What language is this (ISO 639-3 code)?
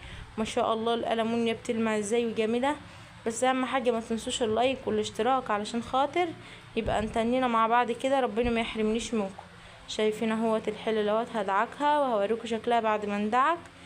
arz